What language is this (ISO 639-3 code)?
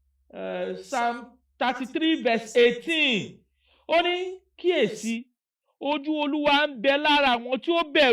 yor